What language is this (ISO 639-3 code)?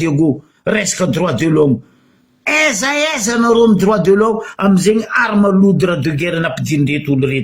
mlg